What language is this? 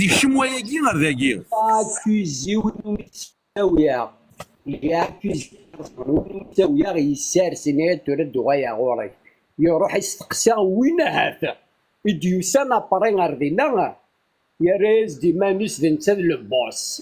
Kabyle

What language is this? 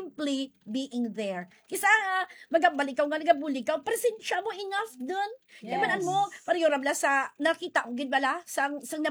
Hiligaynon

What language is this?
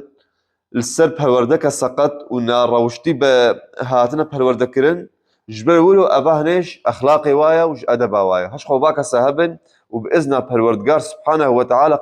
Kurdish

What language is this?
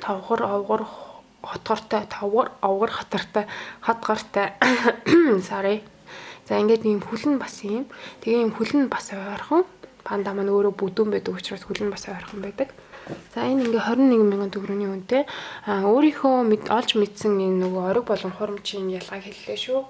Mongolian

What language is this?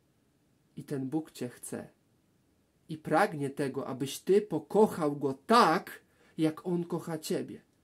Polish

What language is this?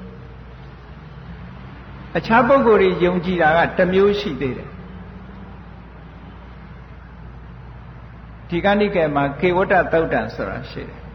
Burmese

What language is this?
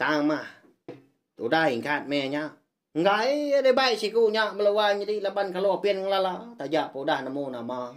Iban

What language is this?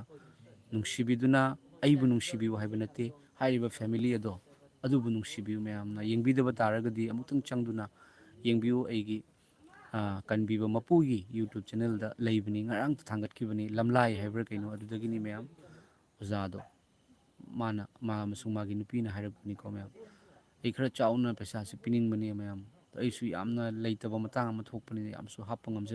Manipuri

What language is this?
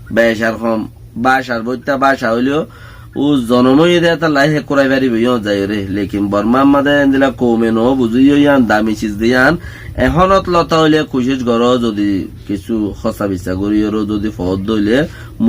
Rohingya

